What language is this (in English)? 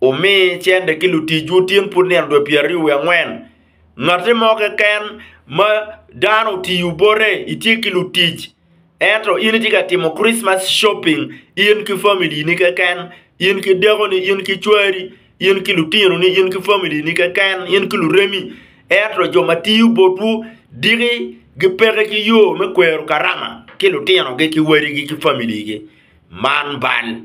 Acoli